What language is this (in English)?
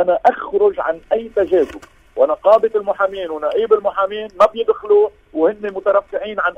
North Levantine Arabic